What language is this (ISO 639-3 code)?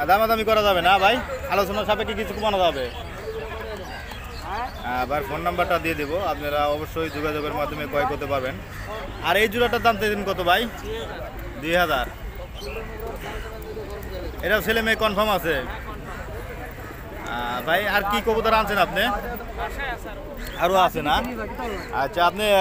ben